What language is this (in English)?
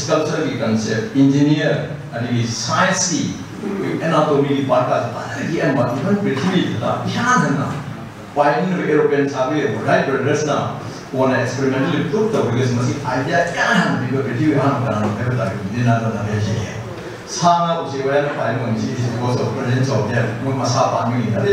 Manipuri